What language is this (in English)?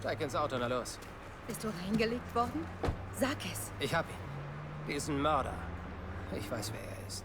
Bavarian